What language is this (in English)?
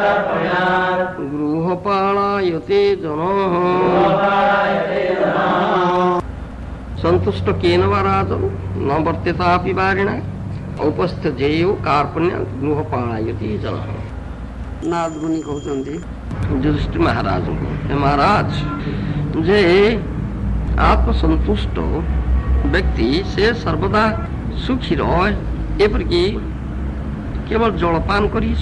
Odia